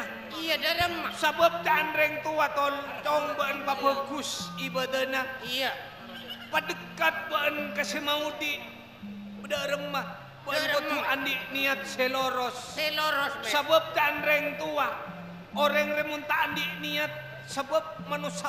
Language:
Madurese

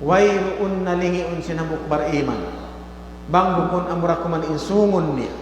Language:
Tausug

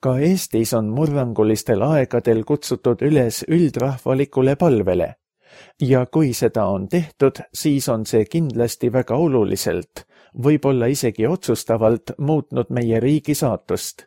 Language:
Estonian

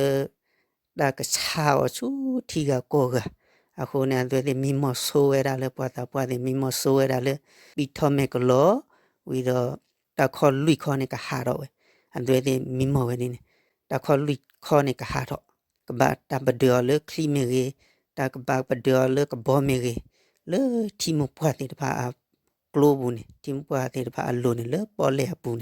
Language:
S'gaw Karen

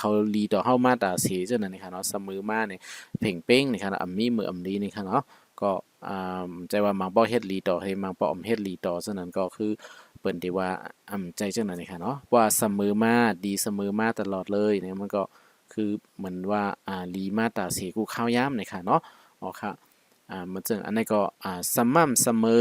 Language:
Shan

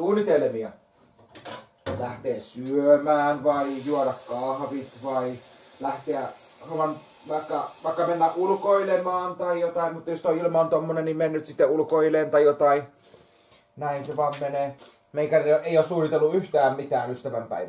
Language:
Finnish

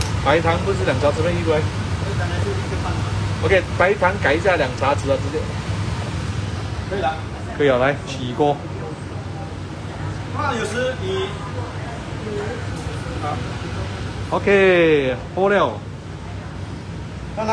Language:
Chinese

